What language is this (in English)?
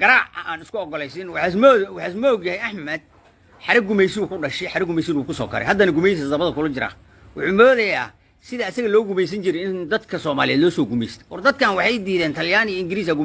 Somali